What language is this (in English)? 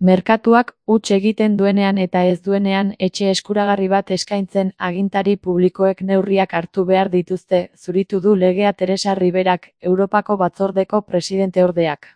Basque